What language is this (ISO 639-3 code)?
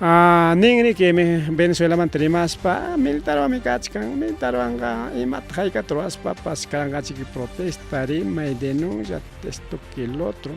quy